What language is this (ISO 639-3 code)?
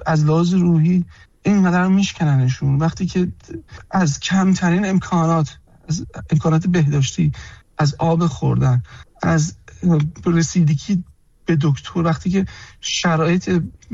fas